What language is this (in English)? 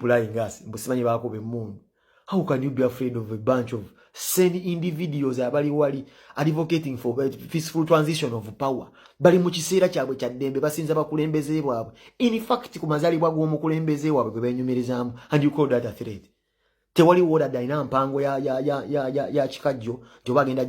Ganda